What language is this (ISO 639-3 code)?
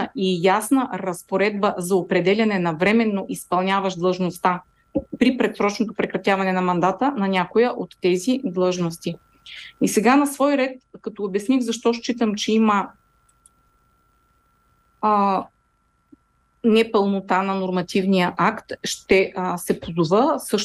bul